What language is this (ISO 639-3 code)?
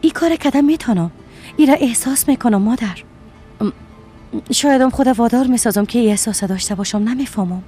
fas